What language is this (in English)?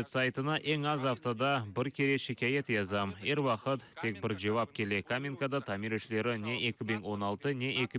Crimean Tatar